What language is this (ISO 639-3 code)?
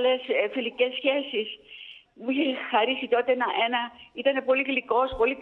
ell